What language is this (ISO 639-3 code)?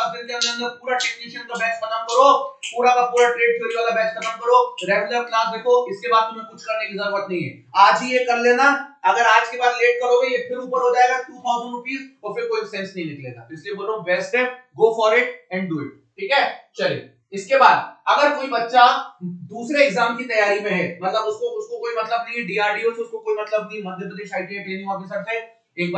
hin